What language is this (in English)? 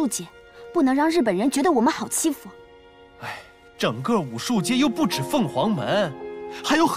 Chinese